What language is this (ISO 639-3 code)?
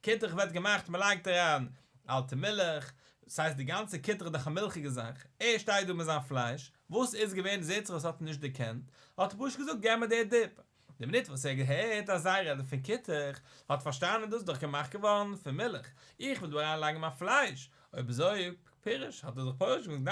yid